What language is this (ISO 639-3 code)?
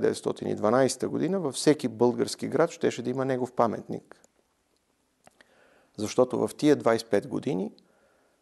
bul